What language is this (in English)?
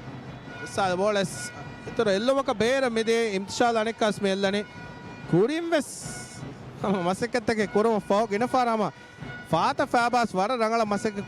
Divehi